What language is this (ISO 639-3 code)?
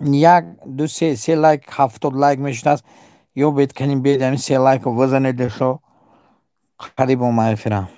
tgk